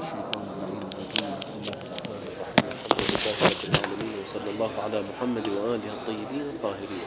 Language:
Mesopotamian Arabic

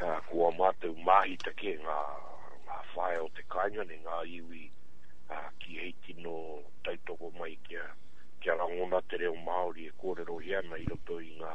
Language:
Māori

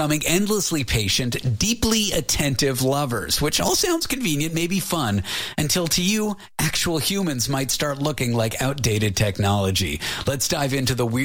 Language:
English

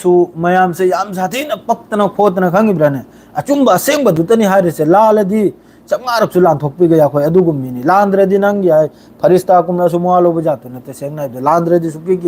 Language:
Manipuri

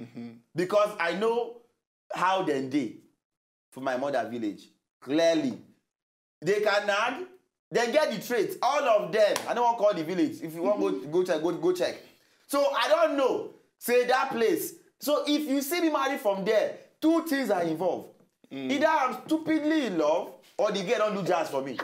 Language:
Nigerian Pidgin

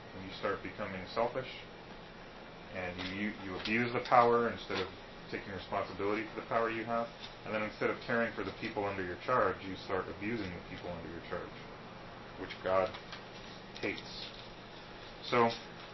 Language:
English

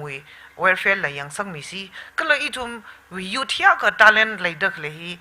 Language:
Tangkhul Naga (India)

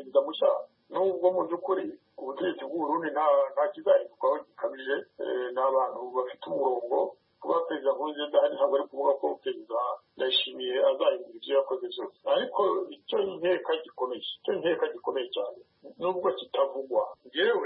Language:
Kinyarwanda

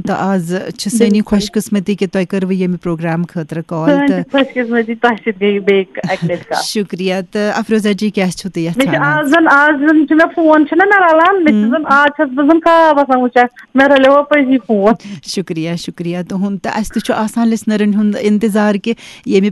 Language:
Kashmiri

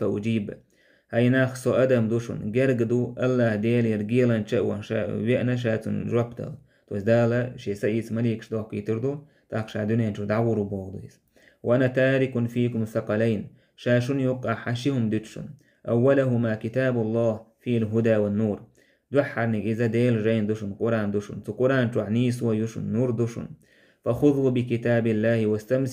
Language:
Chechen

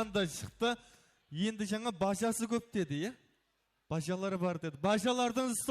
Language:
Kara-Kalpak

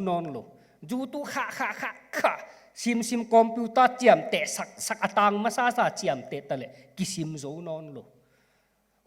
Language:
Tedim Chin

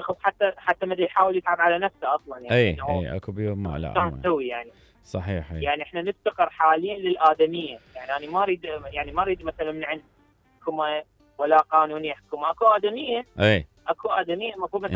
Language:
Mesopotamian Arabic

